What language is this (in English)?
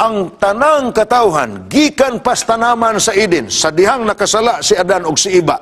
Cebuano